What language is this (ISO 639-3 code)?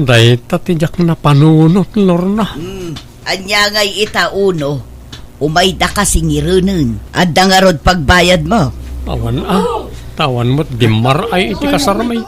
ilo